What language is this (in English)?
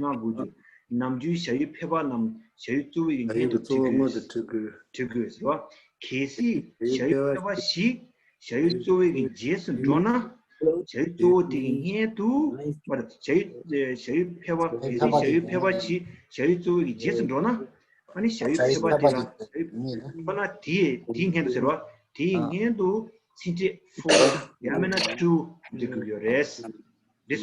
Tibetan